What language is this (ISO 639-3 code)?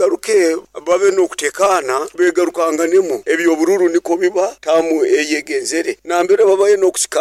nyo